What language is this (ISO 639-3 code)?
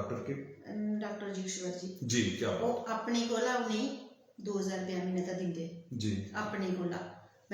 doi